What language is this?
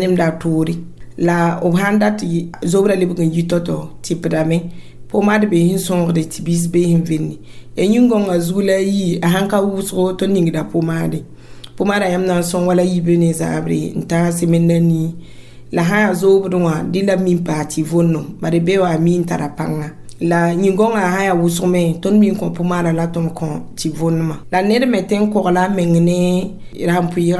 Mossi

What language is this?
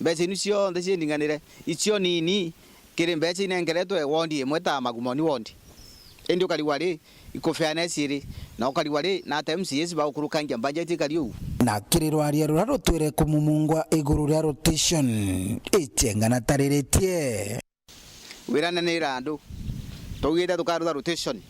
Meru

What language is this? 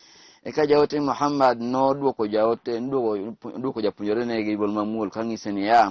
Luo (Kenya and Tanzania)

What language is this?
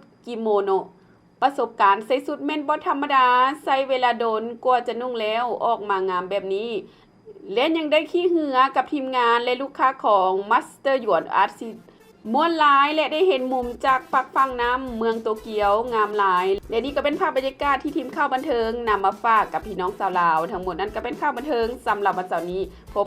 Lao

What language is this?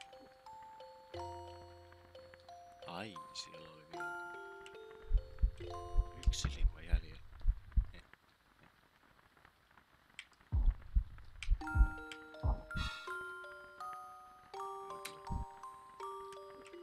Finnish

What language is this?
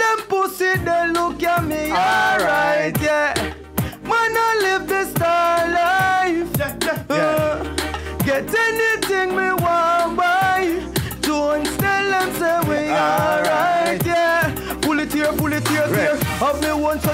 Jamaican Creole English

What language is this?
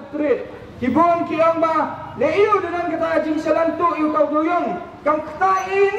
Khasi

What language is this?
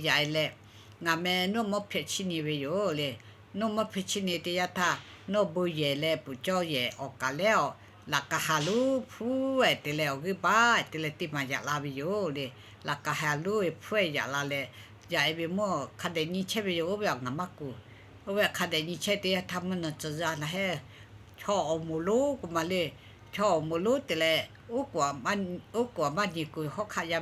Lahu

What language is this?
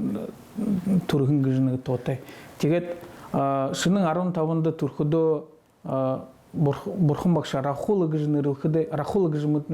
Buriat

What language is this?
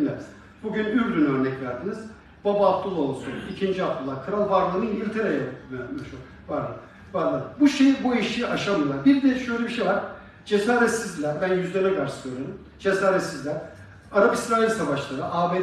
Turkish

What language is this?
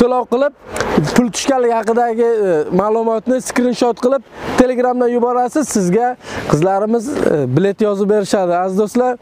Uzbek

